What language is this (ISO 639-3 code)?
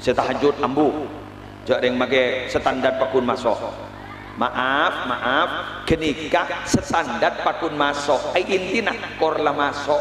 mad